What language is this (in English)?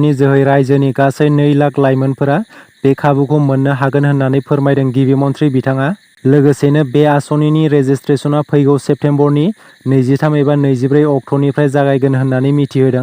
Bodo